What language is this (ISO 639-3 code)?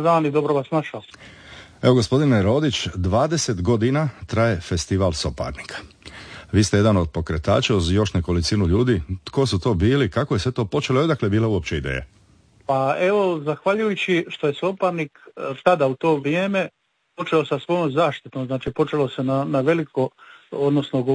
hrv